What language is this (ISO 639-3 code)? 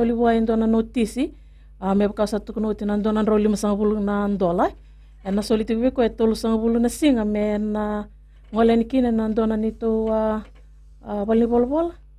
fij